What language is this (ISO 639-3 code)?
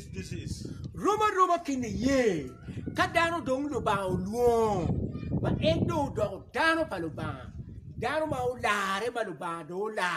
ach